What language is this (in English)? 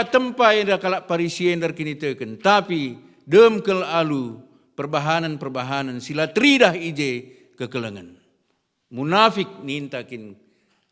Batak Karo